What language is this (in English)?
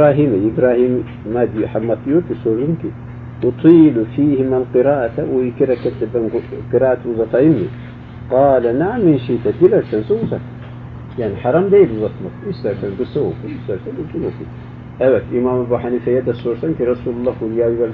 Turkish